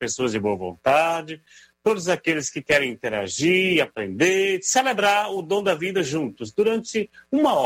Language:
Portuguese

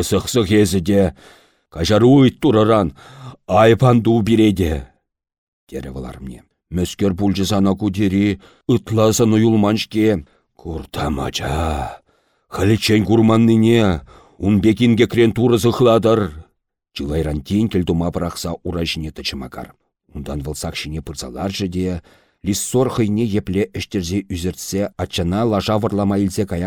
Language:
Chuvash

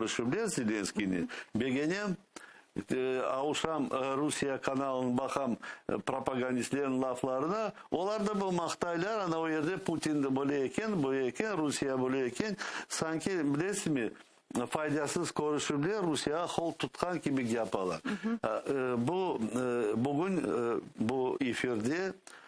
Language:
Crimean Tatar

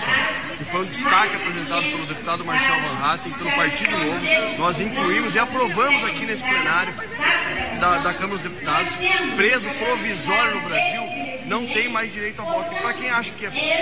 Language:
Portuguese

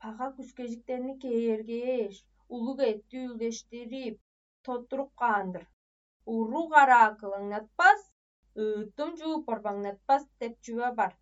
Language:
Tuvinian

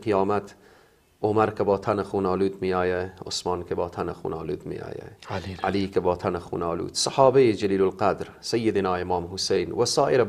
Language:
Persian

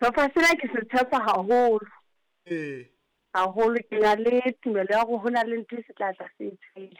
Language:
Southern Sotho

